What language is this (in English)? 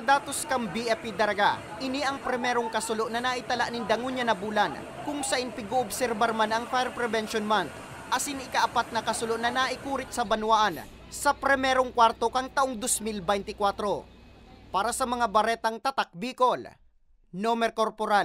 Bikol